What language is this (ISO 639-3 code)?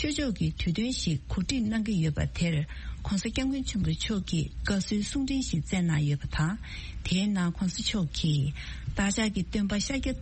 bod